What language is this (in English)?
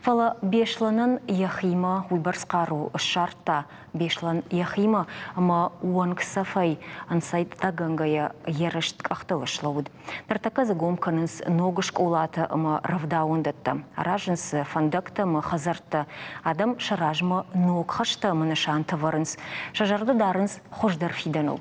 Ossetic